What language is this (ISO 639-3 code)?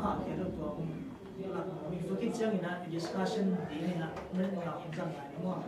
ctd